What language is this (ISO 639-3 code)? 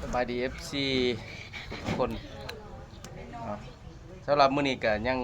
lao